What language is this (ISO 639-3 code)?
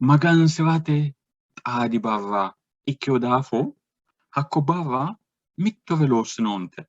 sid